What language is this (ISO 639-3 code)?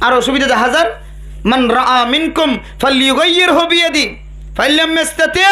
rhg